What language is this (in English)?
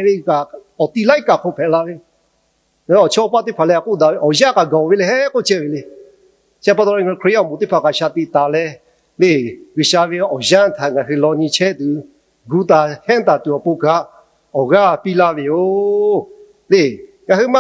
Lahu